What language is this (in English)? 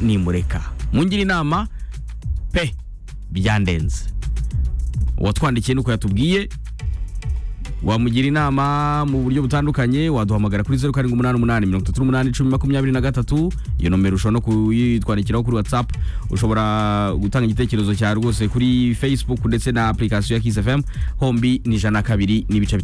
Kinyarwanda